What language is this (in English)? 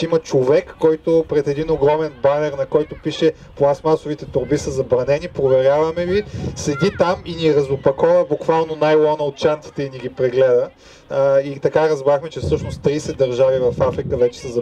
Bulgarian